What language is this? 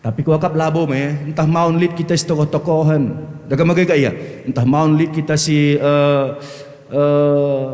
Batak Karo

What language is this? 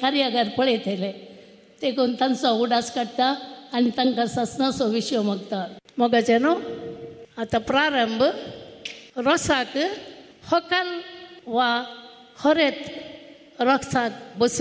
Konkani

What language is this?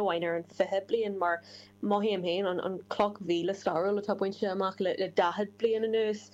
Irish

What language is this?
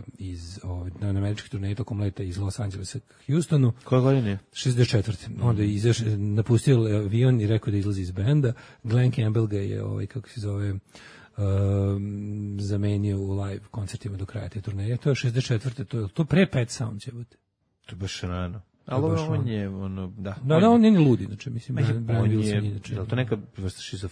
Serbian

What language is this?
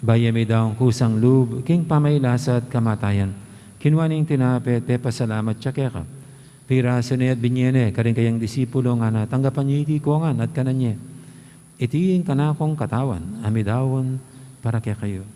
Pampanga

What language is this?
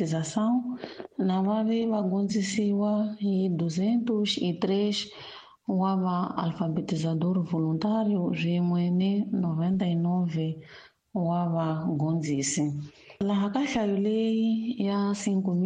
Tsonga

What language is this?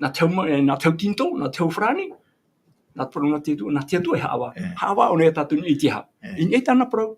Tahitian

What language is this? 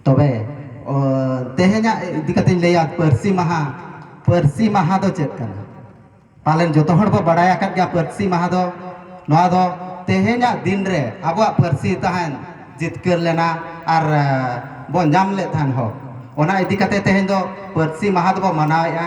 Santali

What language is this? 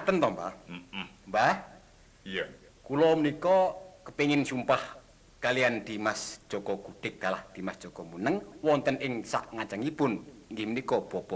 Javanese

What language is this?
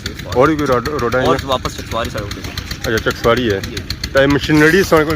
Pahari-Potwari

